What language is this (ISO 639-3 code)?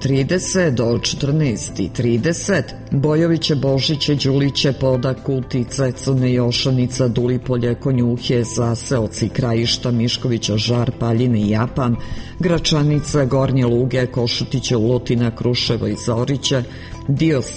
srp